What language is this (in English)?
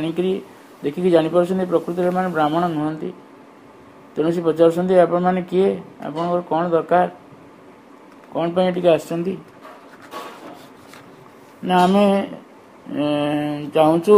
Odia